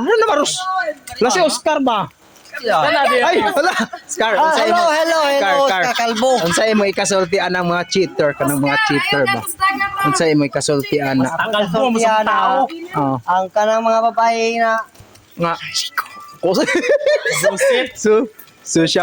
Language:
Cebuano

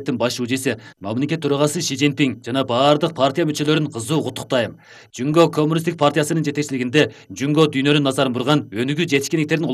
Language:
Kyrgyz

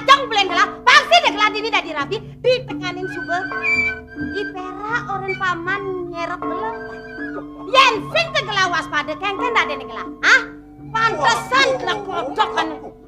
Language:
Balinese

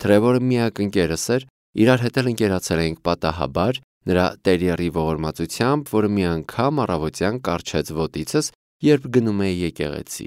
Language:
Armenian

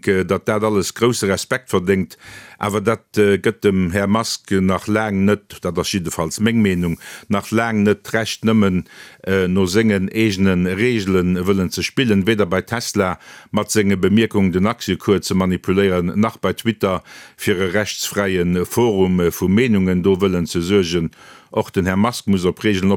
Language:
Luxembourgish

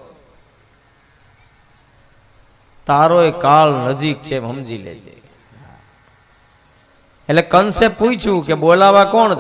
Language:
Gujarati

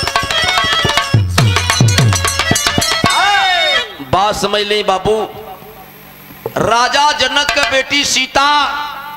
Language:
Bhojpuri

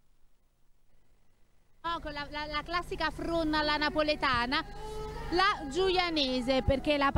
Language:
Italian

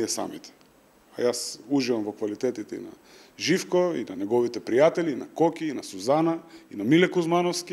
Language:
Macedonian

